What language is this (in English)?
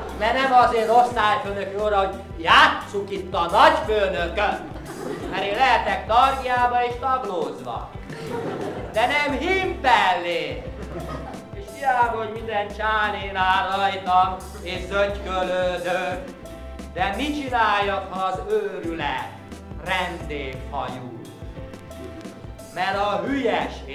Hungarian